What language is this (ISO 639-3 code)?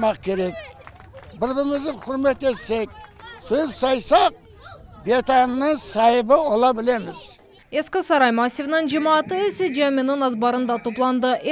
crh